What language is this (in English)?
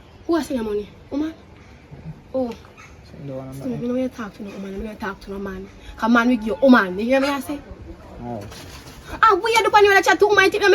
Jamaican Creole English